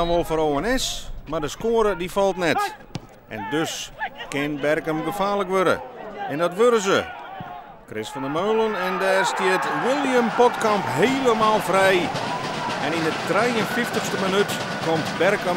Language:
Western Frisian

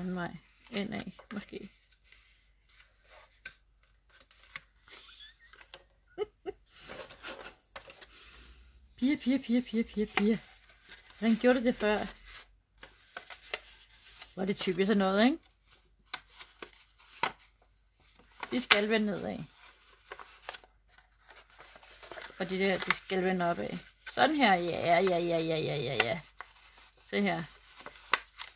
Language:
Danish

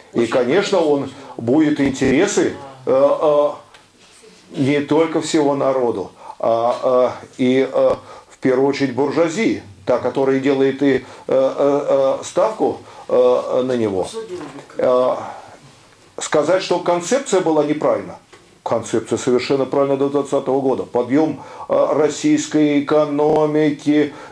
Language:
Russian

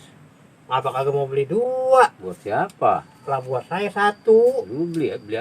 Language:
Betawi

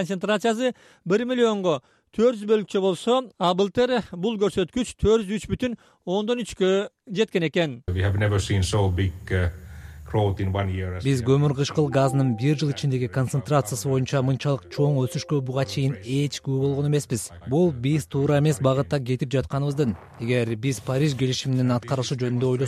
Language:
Kyrgyz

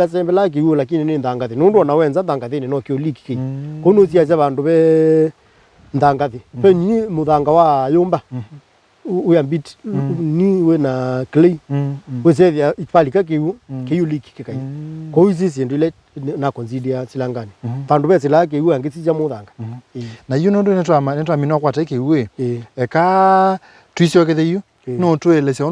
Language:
Kamba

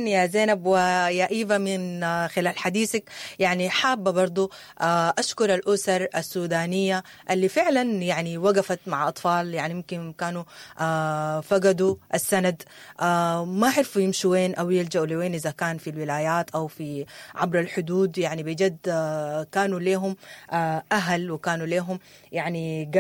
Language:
Sudanese Arabic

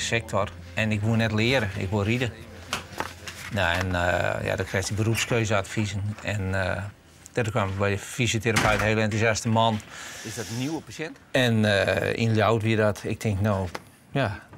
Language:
Western Frisian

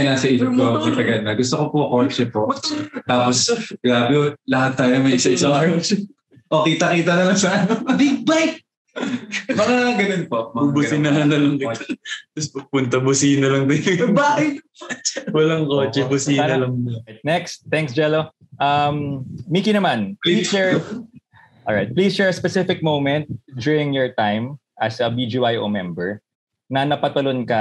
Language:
Filipino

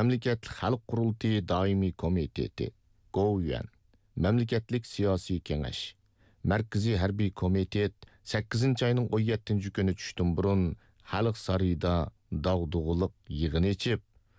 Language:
Uyghur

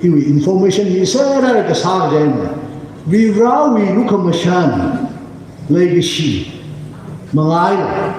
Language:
Tangkhul Naga (India)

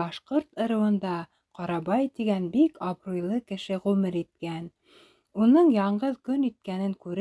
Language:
Bashkir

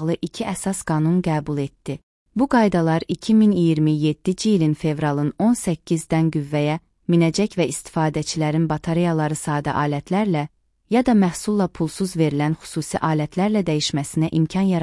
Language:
Azerbaijani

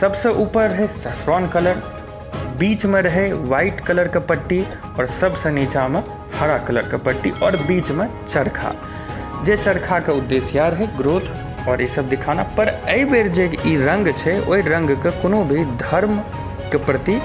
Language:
Maithili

